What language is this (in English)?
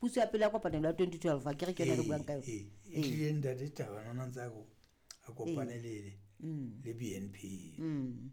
Southern Sotho